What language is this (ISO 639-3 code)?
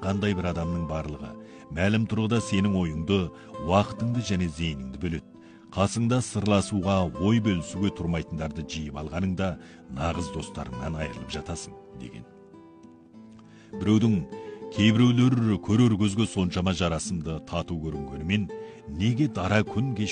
kaz